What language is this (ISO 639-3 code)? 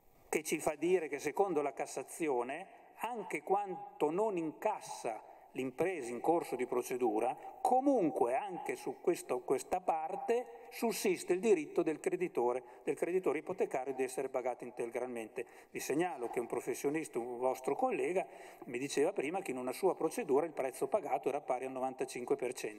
ita